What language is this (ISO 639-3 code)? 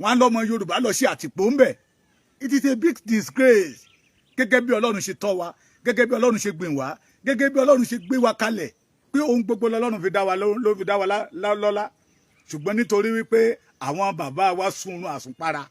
yor